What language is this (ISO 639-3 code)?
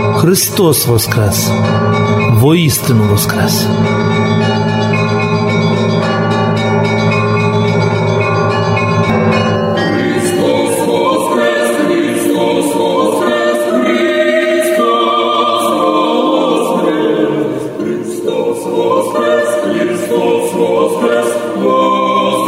ukr